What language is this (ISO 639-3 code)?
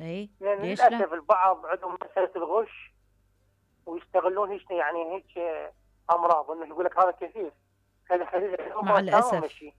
acm